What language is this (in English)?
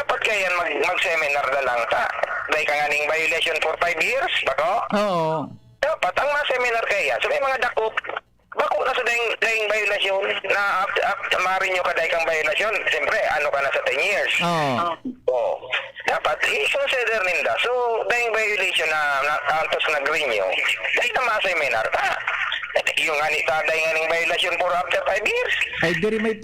Bikol